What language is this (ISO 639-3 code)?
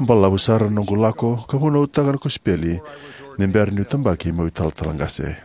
fij